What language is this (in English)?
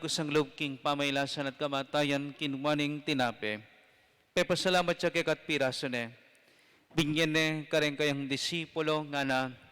Pampanga